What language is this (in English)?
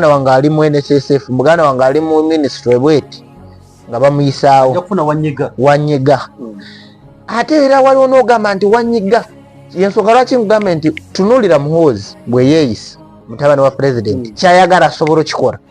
Ganda